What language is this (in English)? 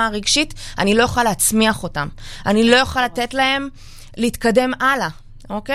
Hebrew